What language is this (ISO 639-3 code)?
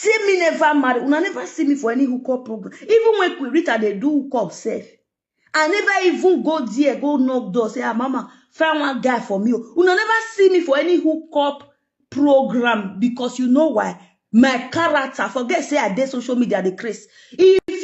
pcm